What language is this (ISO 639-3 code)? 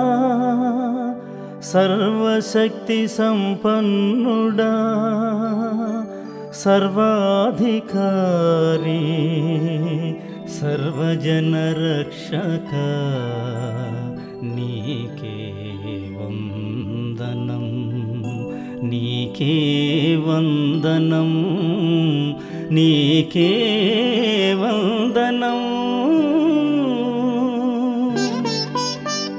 tel